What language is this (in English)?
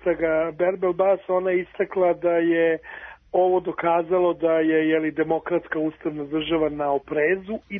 Serbian